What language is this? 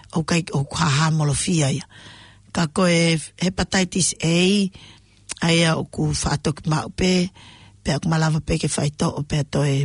Tongan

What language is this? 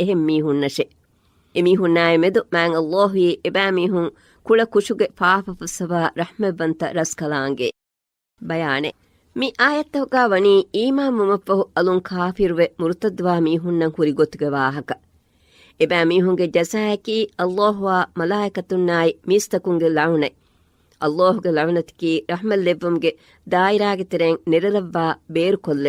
Divehi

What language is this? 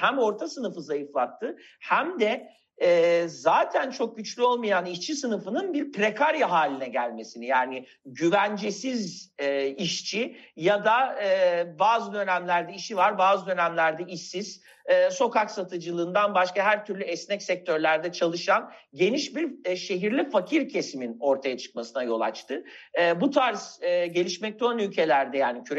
Turkish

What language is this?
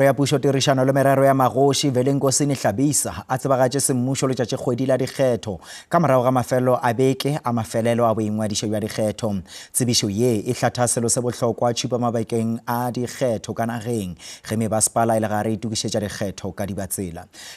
Northern Sotho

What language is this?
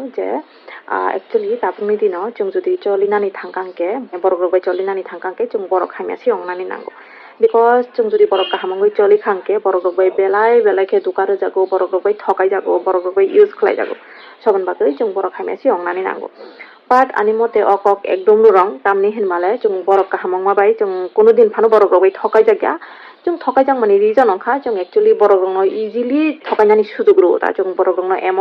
Kok Borok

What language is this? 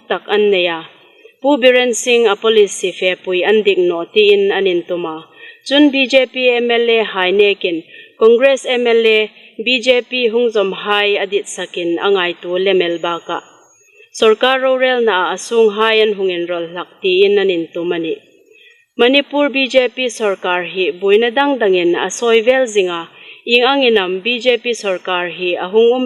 Hmar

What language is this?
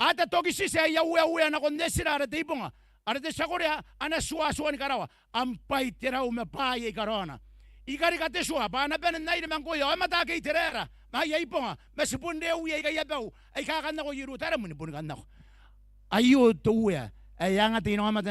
Gilbertese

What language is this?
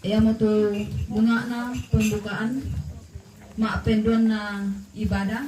Toraja-Sa'dan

